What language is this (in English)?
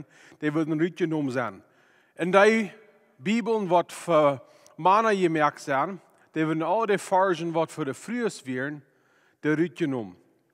Plautdietsch